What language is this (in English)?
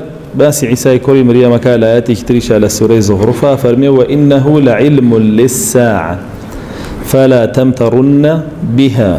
Central Kurdish